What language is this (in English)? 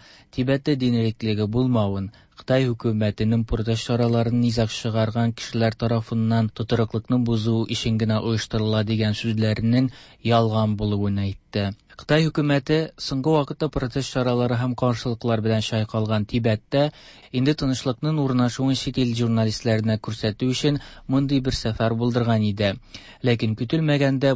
Tatar